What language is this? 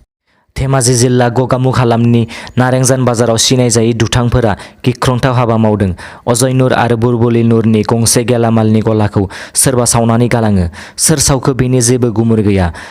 Bodo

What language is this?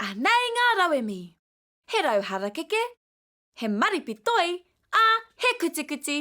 Māori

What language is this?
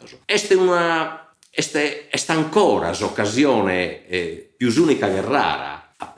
Sardinian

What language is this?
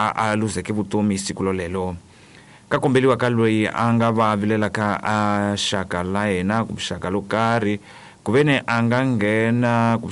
Tsonga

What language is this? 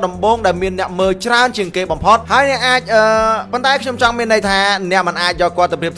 Khmer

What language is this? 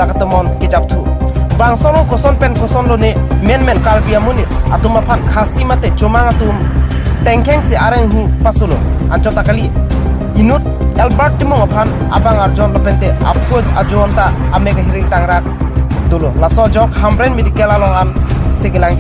Karbi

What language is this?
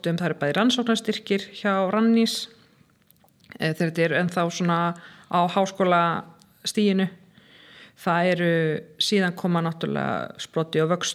Icelandic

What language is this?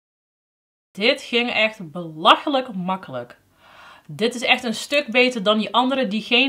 Dutch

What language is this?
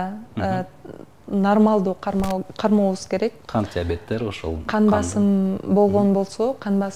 Kyrgyz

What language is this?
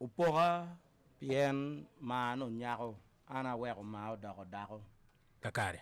Acoli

